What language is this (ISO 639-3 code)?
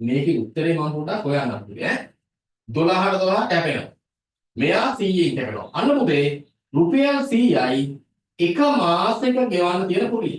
sin